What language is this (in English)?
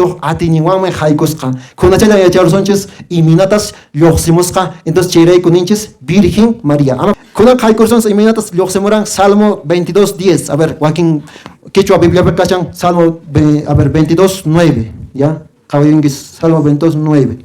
Quechua